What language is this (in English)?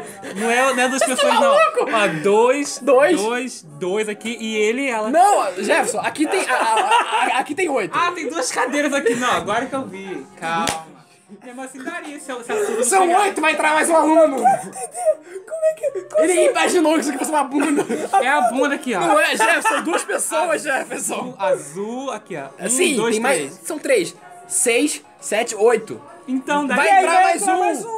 Portuguese